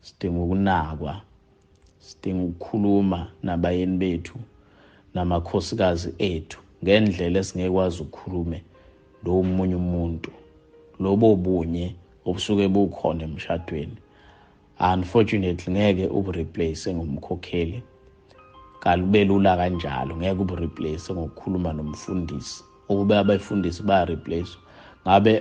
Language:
Zulu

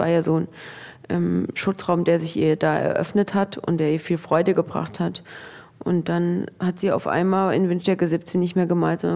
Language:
Swiss German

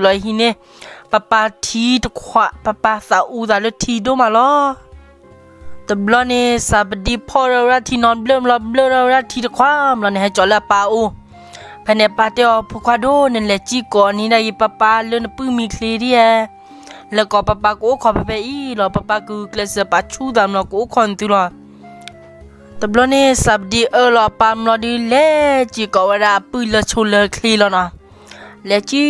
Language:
S'gaw Karen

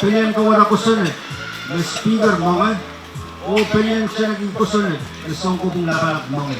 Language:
Pohnpeian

